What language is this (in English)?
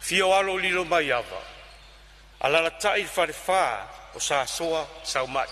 Samoan